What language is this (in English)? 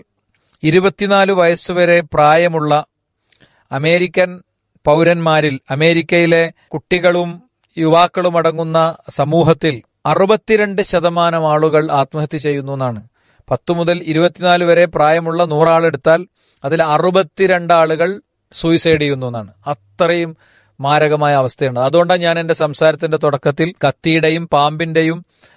Malayalam